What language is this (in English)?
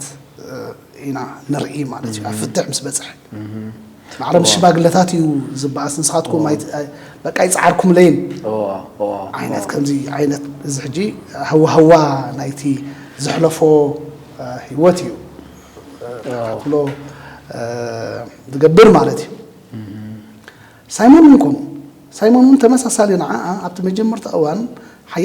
Tigrinya